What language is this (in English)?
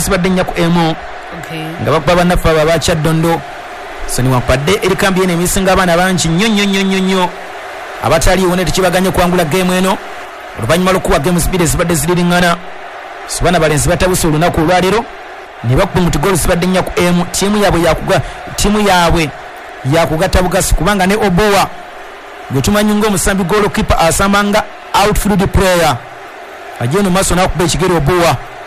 Ganda